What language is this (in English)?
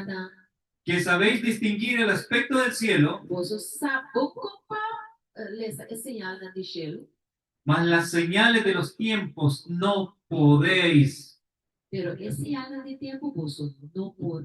Papiamento